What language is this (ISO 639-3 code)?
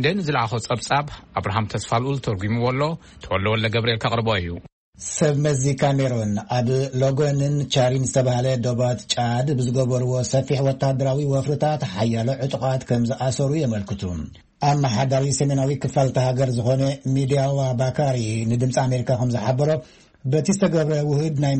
tir